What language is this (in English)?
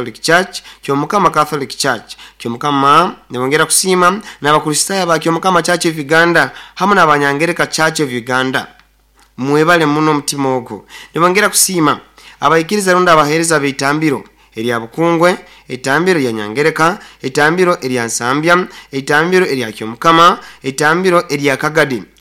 Nyoro